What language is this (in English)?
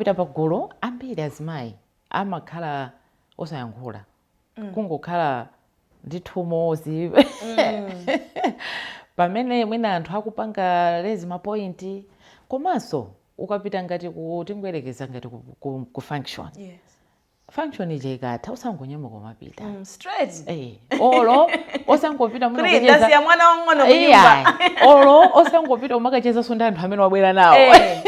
Nyanja